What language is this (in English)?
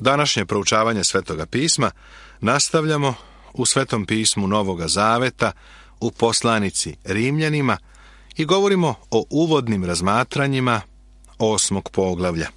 Serbian